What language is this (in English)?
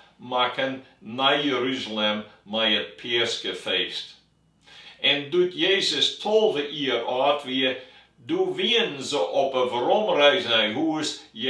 Western Frisian